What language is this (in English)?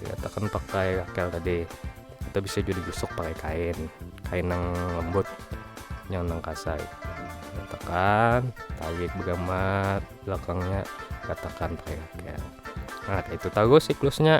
Banjar